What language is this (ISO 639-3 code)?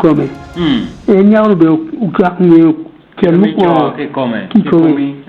ach